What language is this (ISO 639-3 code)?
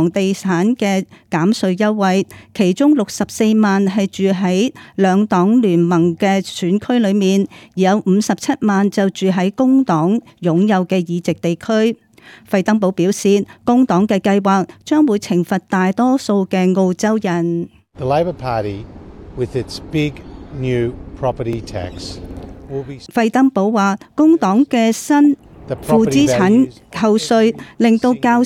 yue